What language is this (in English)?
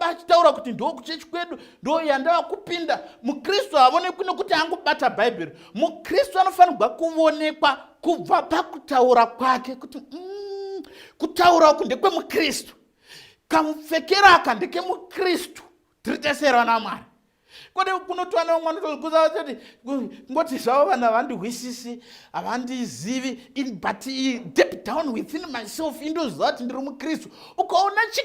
Shona